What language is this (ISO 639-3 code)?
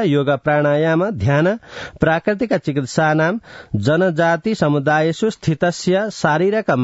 san